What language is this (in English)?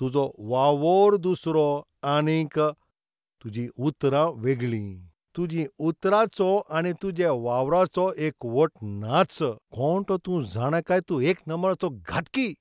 Konkani